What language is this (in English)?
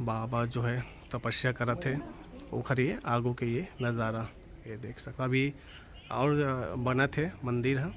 Chhattisgarhi